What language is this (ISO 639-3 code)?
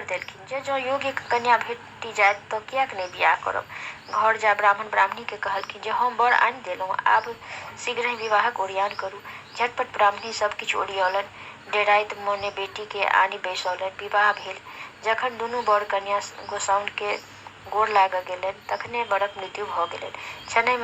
mai